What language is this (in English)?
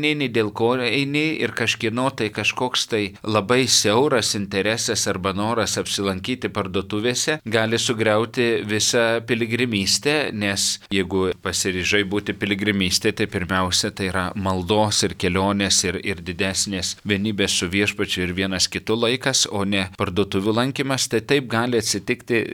Lithuanian